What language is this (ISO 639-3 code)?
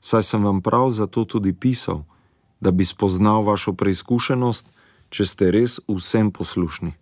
slv